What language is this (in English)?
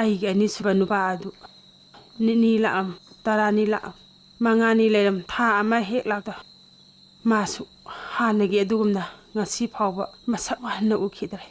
Manipuri